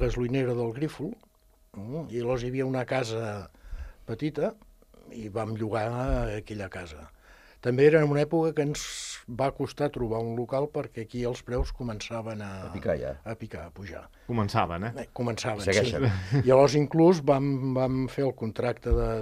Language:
Catalan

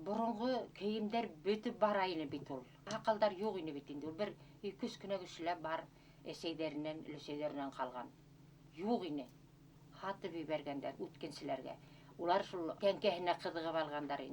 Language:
Bashkir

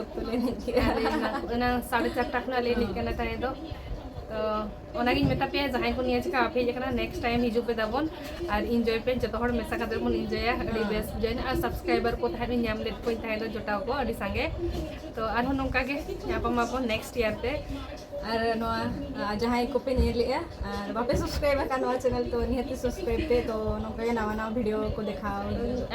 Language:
Santali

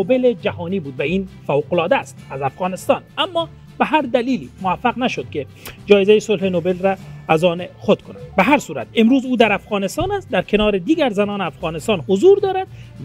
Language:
Persian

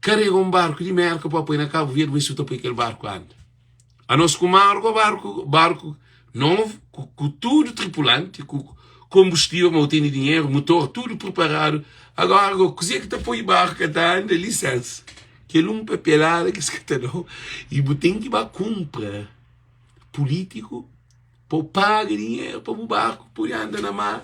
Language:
Kabuverdianu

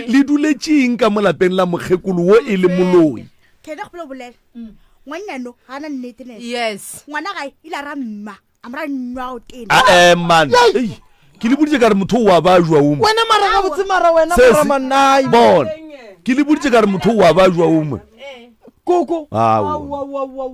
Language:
Northern Sotho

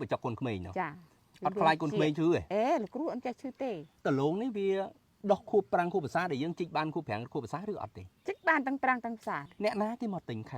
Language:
Khmer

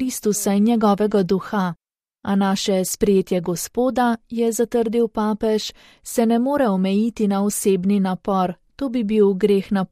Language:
Slovenian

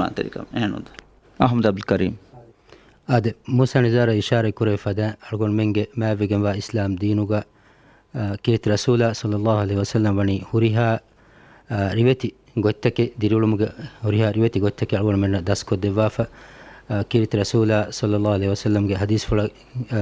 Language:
Divehi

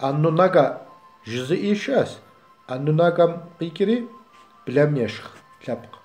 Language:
Kabardian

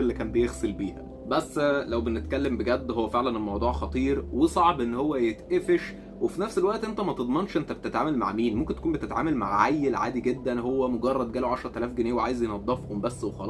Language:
Egyptian Arabic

